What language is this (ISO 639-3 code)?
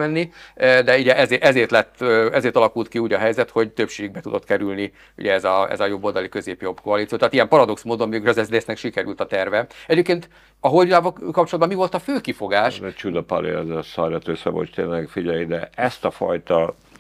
hun